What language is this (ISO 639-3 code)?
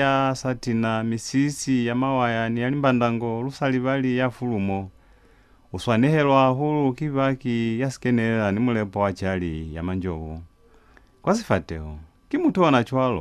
loz